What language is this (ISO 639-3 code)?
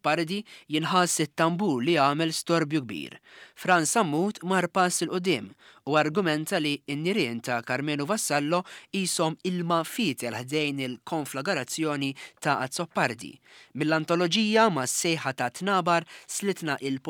mlt